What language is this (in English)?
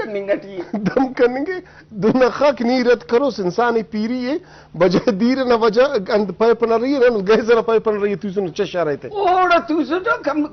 Brahui